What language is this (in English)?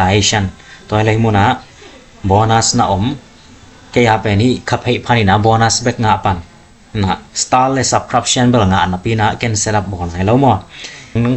Tedim Chin